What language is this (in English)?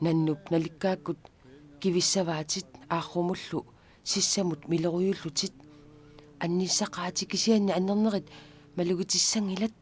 Kalaallisut